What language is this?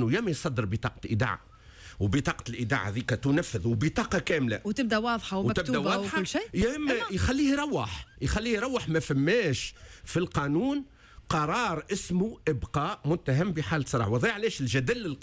Tunisian Arabic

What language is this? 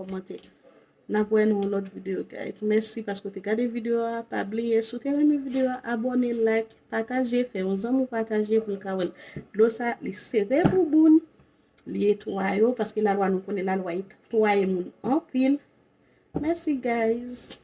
Haitian Creole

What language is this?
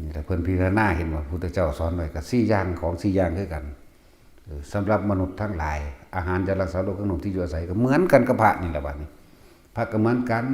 Northeastern Thai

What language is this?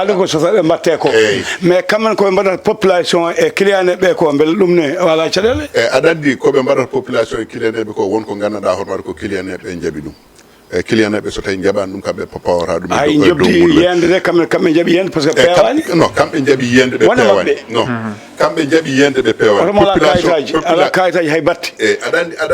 Fula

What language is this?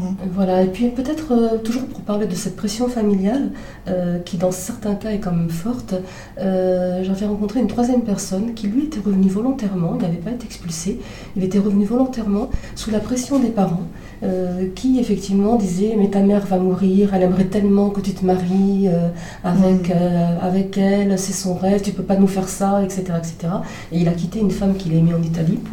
French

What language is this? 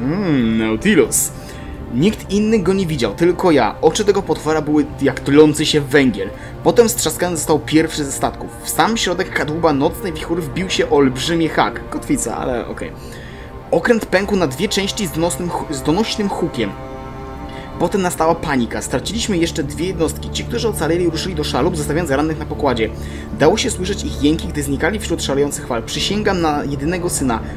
Polish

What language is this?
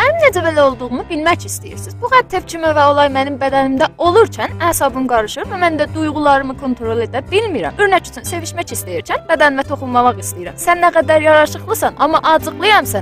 South Azerbaijani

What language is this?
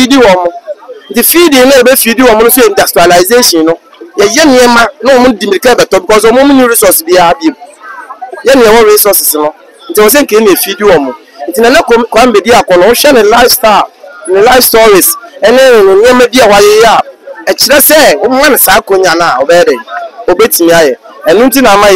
Akan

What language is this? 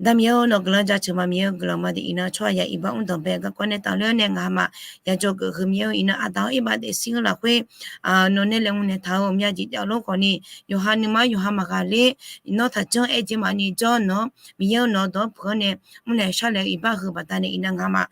Akha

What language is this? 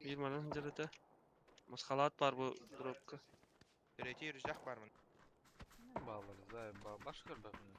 Yakut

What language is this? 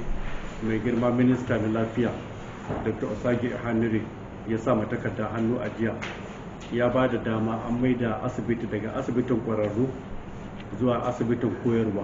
Hausa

